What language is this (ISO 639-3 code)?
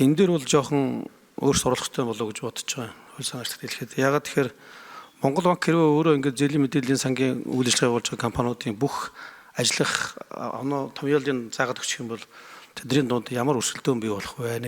mon